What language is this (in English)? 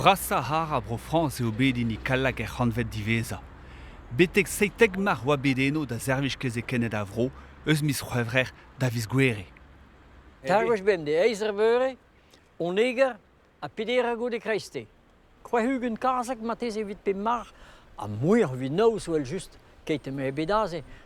Breton